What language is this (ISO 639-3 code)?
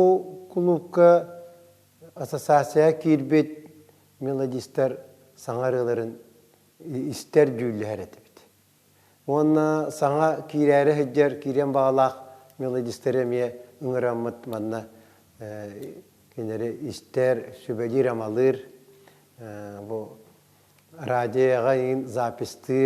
sah